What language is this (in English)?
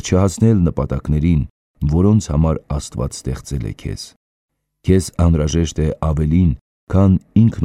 Armenian